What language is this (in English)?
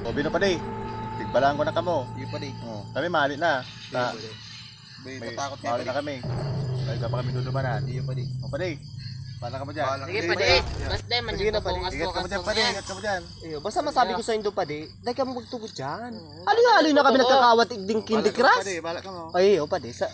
Bikol